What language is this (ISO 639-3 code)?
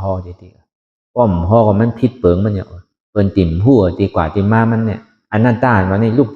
shn